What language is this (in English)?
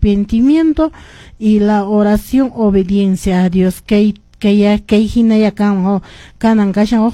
Quechua